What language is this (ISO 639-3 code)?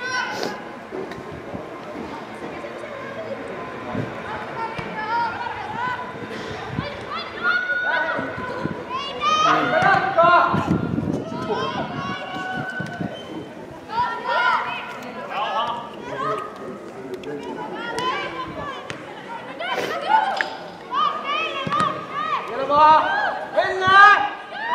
fin